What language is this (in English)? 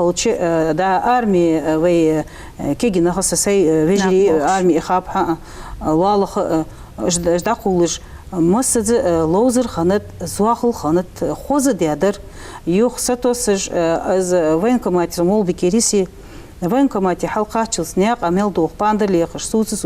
Ingush